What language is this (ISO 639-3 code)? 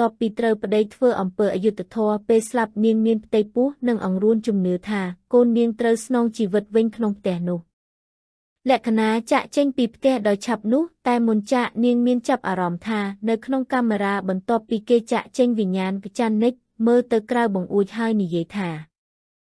khm